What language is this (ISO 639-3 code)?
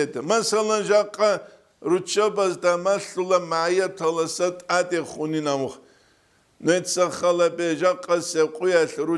ava